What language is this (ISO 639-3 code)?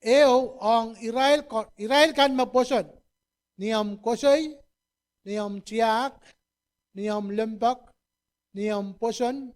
pon